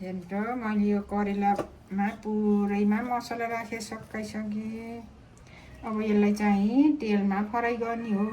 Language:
Nepali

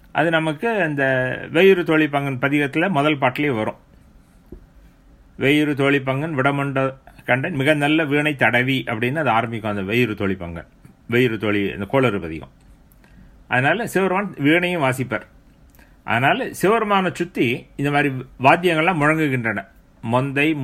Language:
Tamil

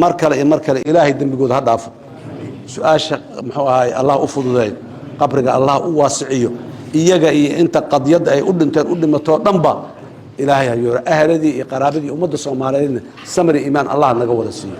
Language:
Somali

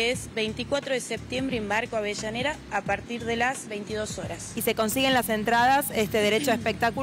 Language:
Spanish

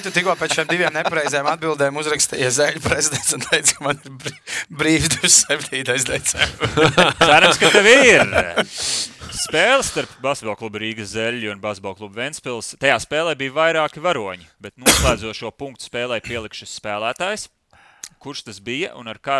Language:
Latvian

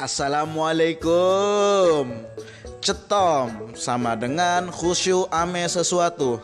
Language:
Betawi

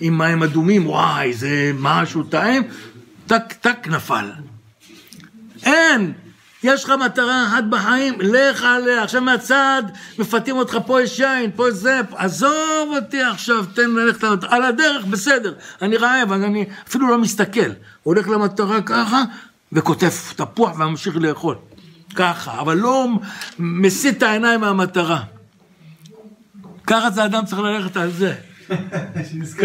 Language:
Hebrew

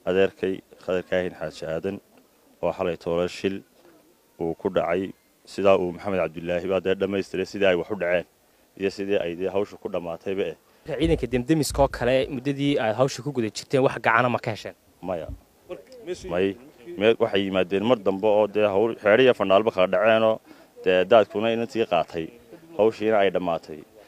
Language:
Somali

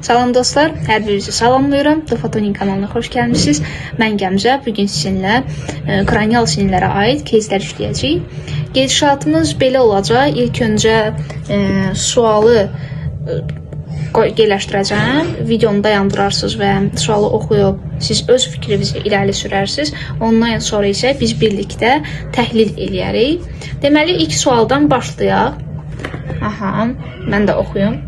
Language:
Azerbaijani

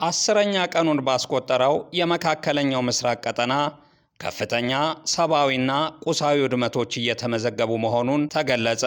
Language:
Amharic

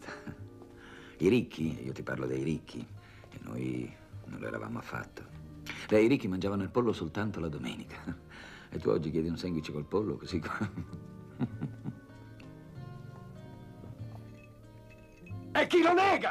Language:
Italian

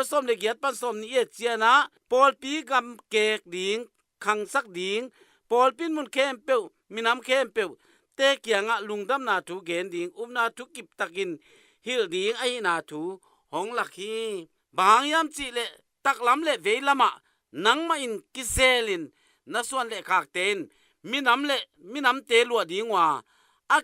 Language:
Tedim Chin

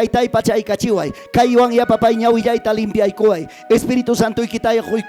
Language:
Ayacucho Quechua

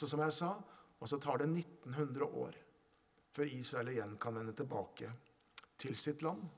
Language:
Norwegian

